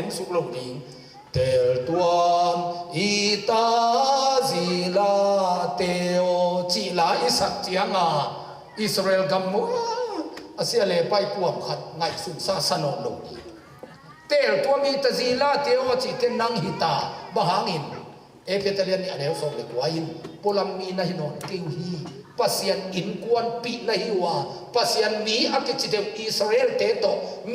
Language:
Tedim Chin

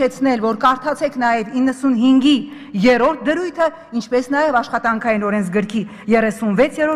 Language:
Armenian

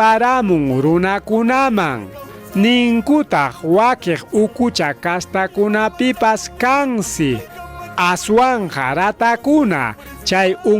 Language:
Ayacucho Quechua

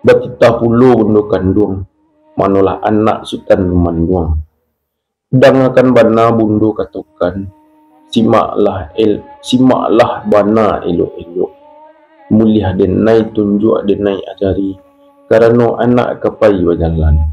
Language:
Minangkabau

